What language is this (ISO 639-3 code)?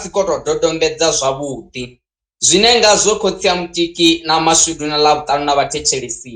ven